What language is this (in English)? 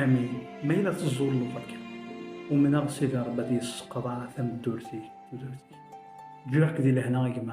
Kabyle